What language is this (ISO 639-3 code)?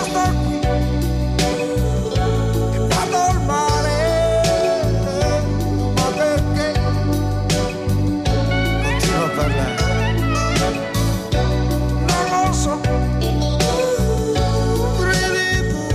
ita